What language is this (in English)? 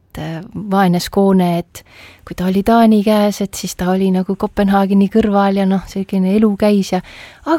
Estonian